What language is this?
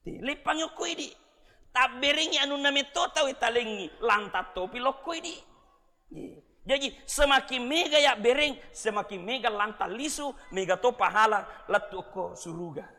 Buginese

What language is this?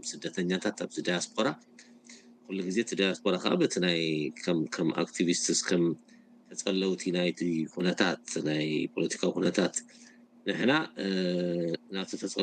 Tigrinya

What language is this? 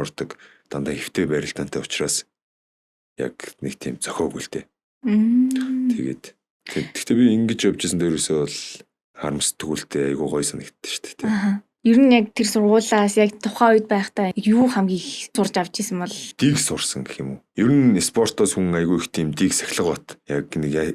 Mongolian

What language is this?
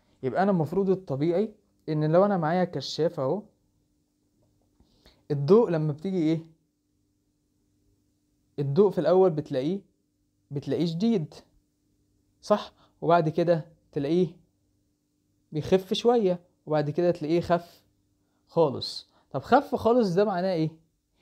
Egyptian Arabic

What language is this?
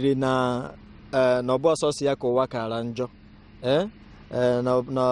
Igbo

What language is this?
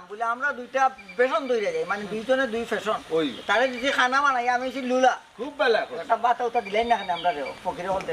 Sylheti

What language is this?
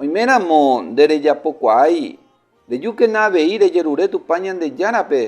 Guarani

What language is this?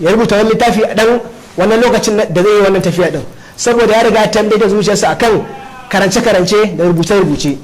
Hausa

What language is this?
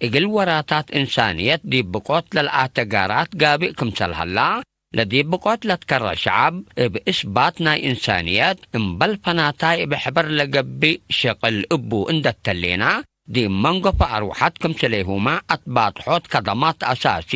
Tigre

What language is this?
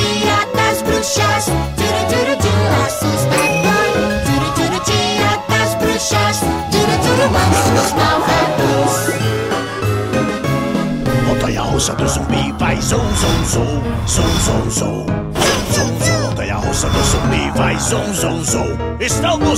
Portuguese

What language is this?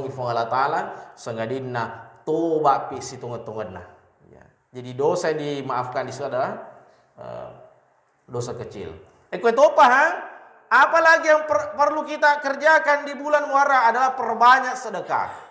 Buginese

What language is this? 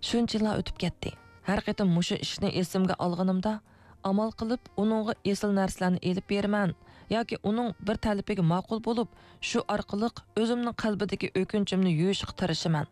Uyghur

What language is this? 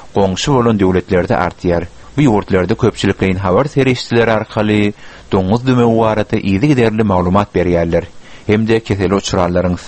Turkmen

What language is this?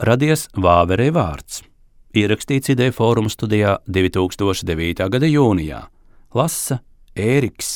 Latvian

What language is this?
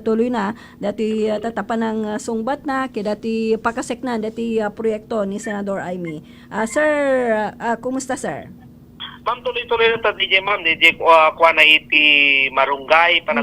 Iloko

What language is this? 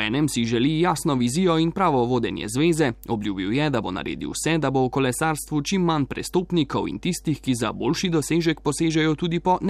Slovenian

